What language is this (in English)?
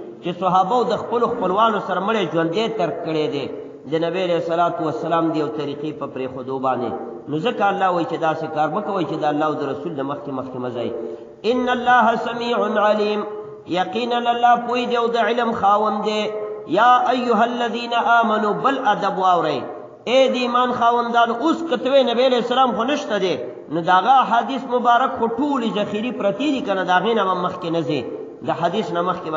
Pashto